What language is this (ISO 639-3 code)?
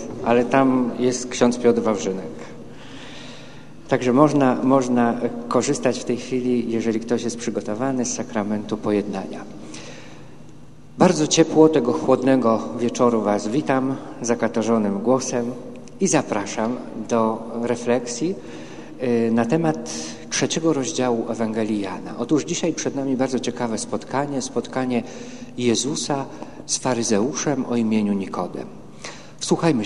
pol